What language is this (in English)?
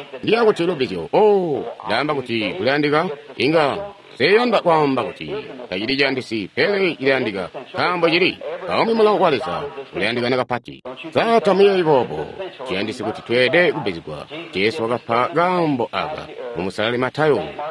Tonga (Zambia)